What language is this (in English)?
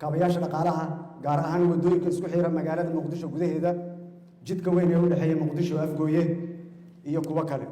Somali